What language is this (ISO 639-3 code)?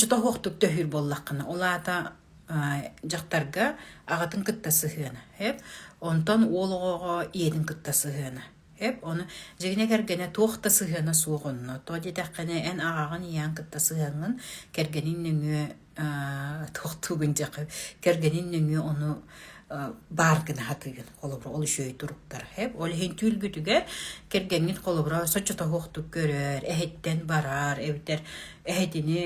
sah